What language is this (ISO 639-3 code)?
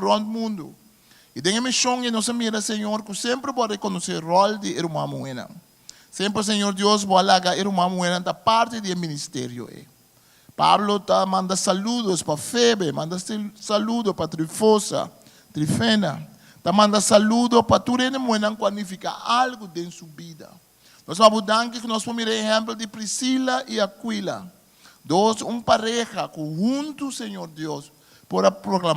pap